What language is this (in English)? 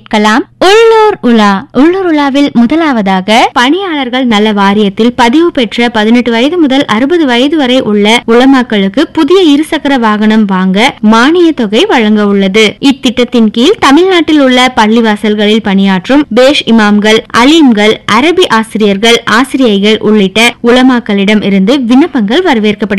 Tamil